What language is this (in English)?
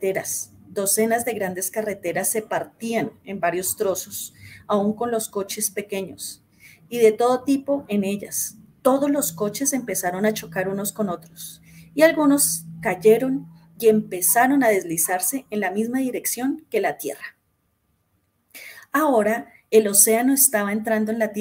Spanish